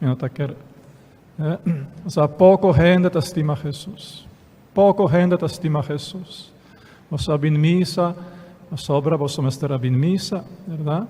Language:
Papiamento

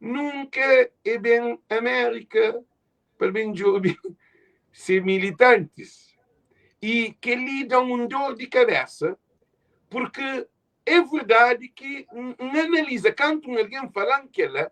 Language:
Kabuverdianu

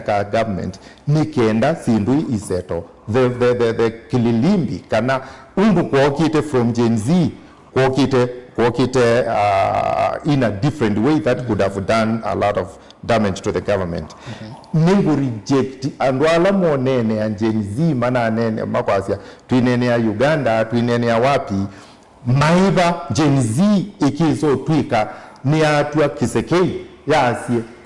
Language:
Kamba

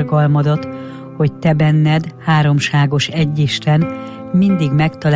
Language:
Hungarian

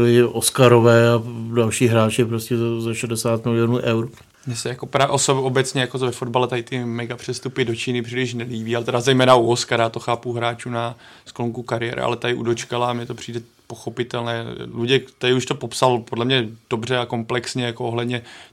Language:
Czech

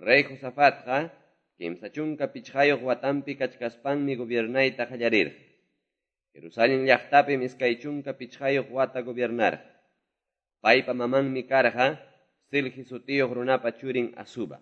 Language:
Quechua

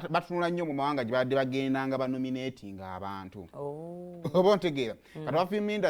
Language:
Ganda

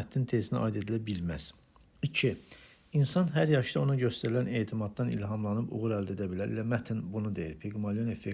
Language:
Azerbaijani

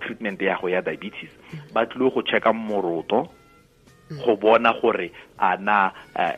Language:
Tswana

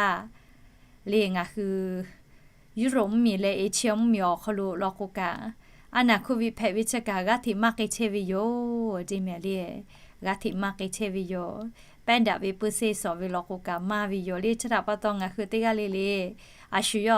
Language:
Lahu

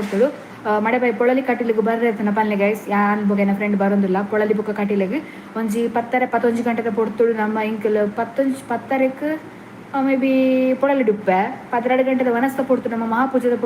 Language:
Tulu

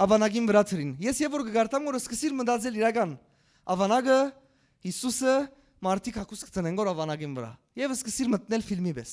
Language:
Western Armenian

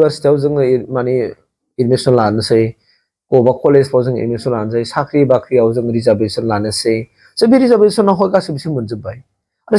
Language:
Bodo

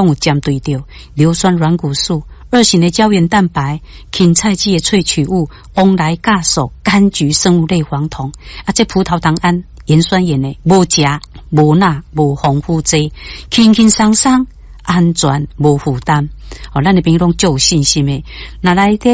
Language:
Min Nan Chinese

